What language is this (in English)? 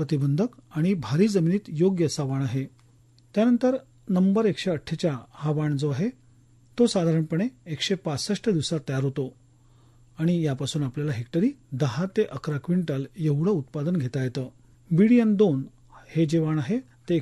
Marathi